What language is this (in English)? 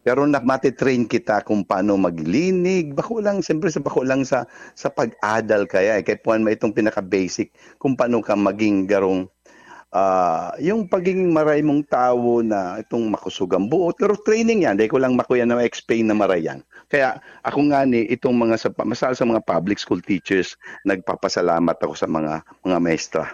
Bikol